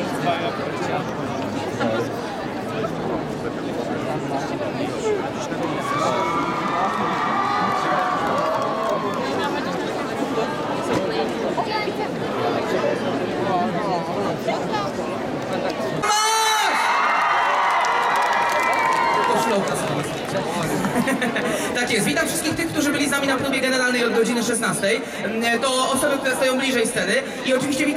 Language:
Polish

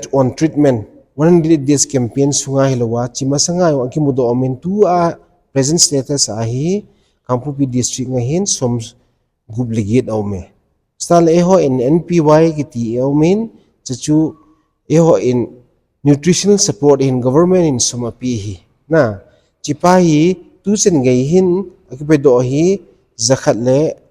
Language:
Thado Chin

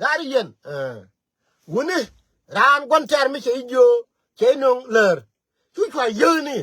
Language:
Nuer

